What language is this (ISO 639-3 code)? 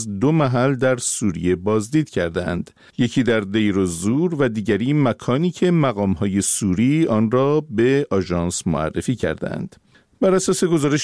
fas